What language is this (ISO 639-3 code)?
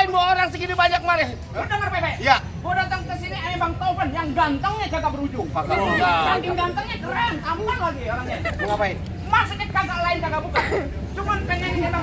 bew